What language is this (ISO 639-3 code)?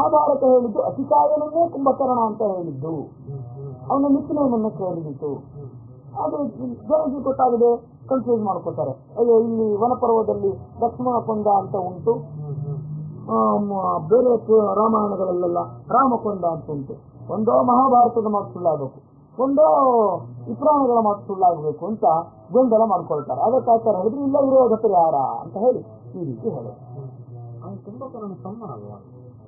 kan